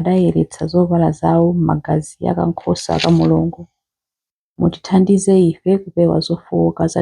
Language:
Nyanja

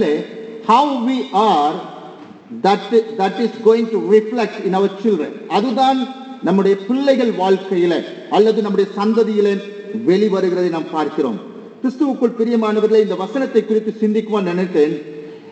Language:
Tamil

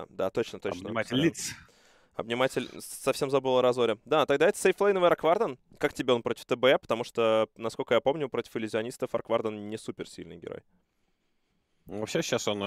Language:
Russian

